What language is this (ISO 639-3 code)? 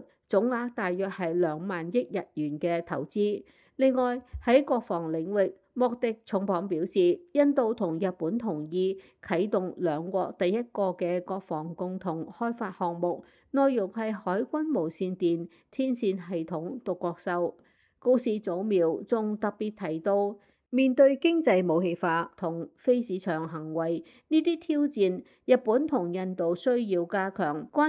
yue